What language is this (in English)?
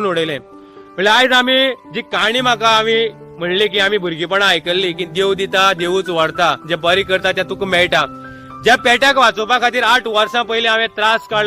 Konkani